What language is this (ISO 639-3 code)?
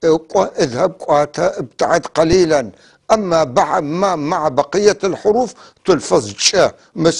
apc